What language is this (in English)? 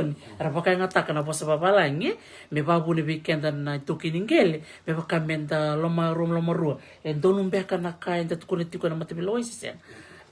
Fijian